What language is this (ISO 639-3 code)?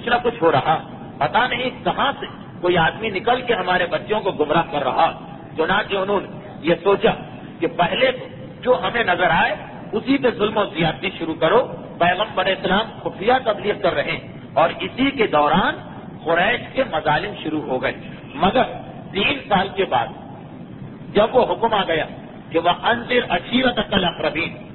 urd